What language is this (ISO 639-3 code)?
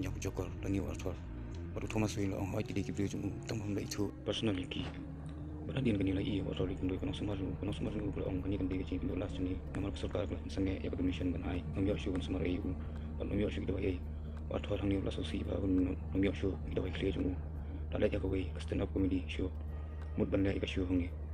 kha